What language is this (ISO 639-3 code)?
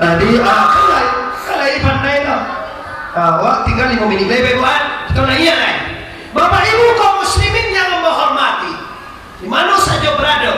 min